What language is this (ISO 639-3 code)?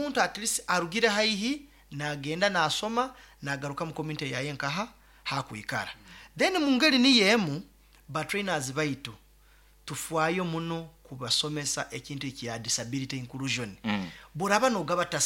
nyo